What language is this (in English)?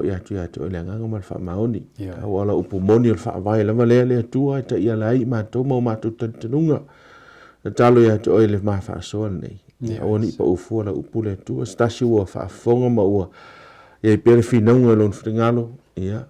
Samoan